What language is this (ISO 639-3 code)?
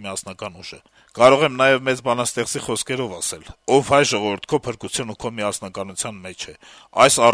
hye